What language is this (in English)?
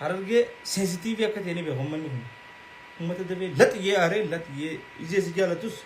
Oromo